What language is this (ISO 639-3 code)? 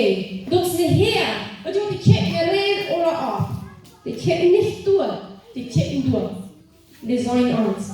pdt